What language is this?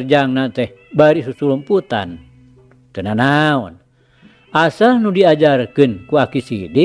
Sundanese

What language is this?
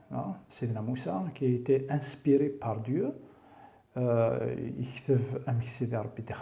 Kabyle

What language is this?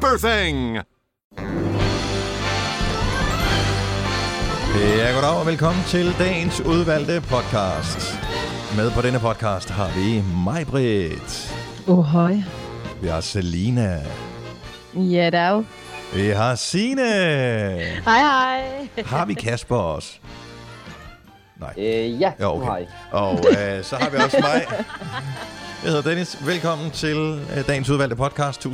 Danish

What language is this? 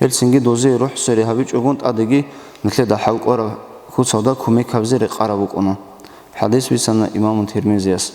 Avaric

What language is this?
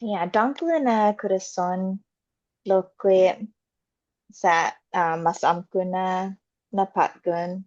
Chamorro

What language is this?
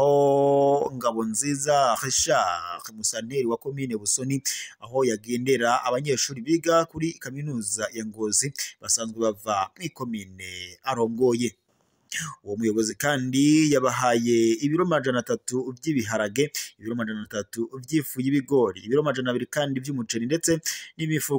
Rundi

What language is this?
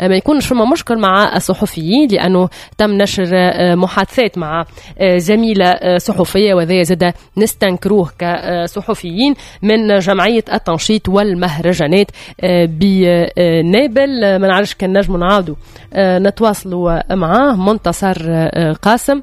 Tunisian Arabic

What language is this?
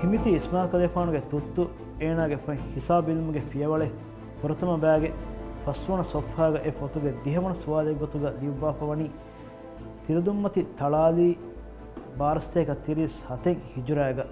Divehi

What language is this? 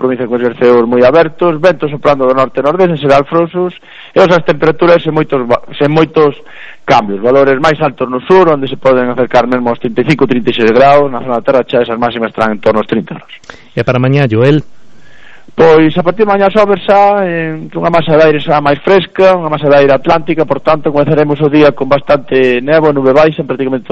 Galician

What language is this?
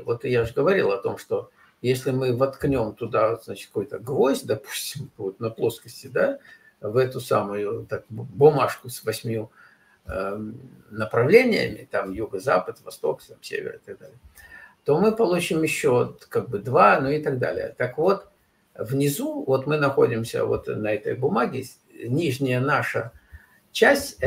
Russian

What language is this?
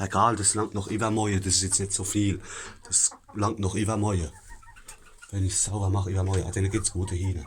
Palatine German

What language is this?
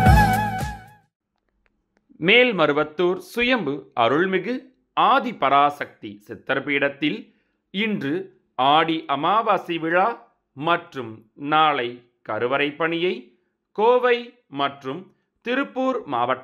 Tamil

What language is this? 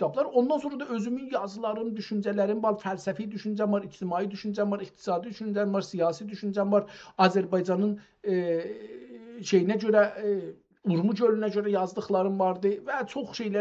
South Azerbaijani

